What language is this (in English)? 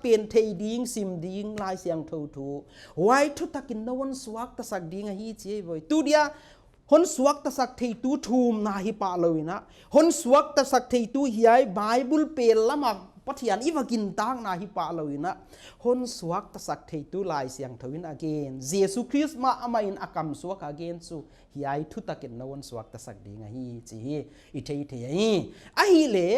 Paite Chin